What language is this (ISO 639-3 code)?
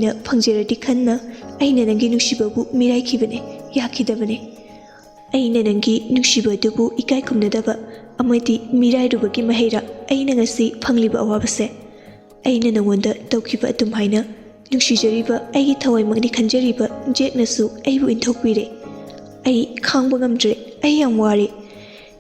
mni